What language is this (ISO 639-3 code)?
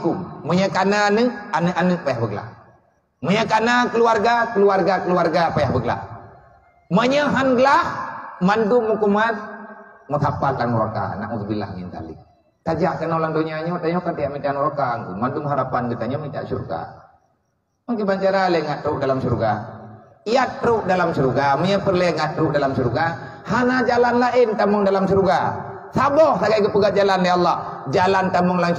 ace